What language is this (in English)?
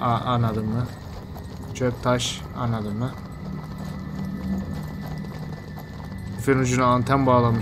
Turkish